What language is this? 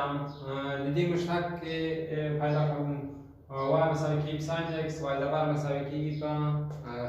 Pashto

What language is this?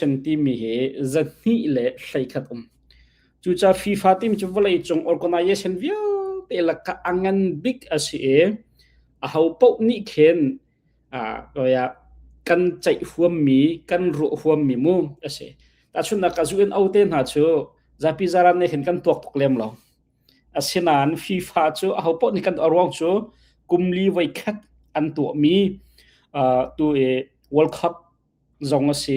Hakha Chin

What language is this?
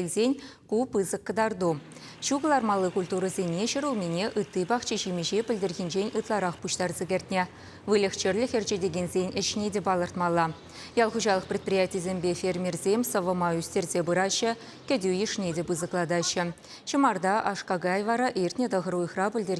Chuvash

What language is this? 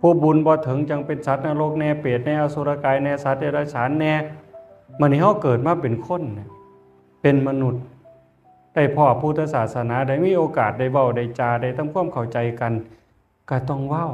Northeastern Thai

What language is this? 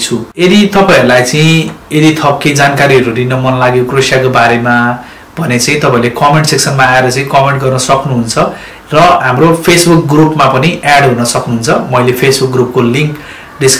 Nepali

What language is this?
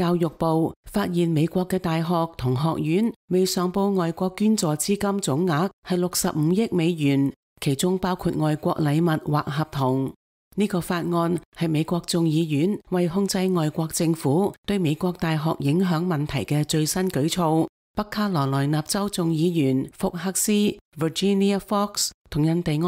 Cantonese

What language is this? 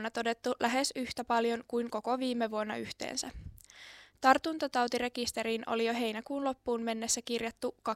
Finnish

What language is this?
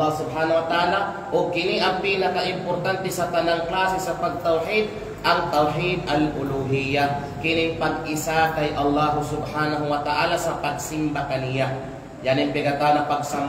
Kalagan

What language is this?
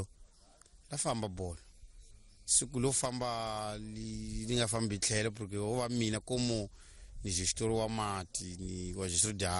Tsonga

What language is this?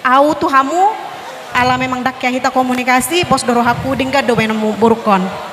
Batak Toba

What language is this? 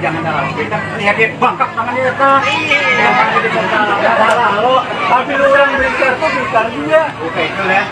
Banjar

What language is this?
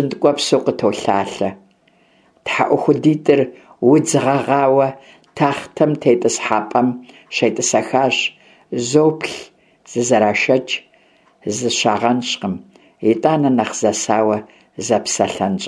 Kabardian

